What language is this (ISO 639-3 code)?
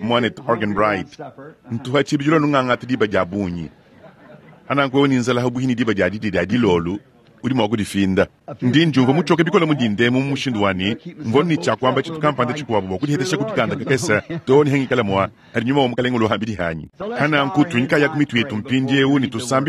lua